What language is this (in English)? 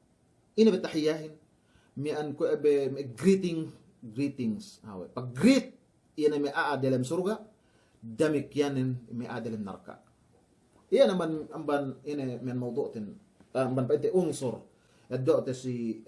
Yakan